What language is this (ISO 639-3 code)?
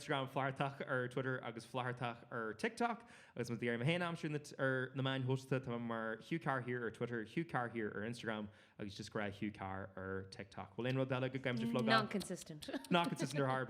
gle